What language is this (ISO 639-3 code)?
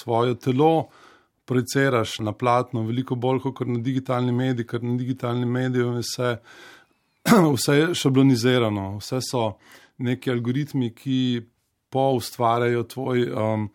slv